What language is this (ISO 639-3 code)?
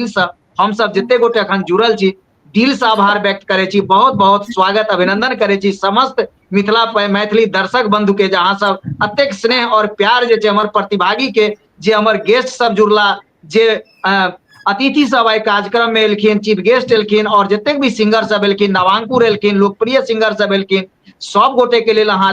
mai